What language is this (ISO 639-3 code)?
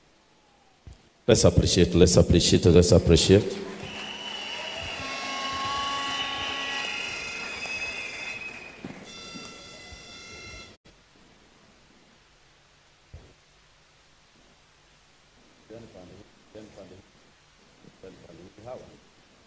kik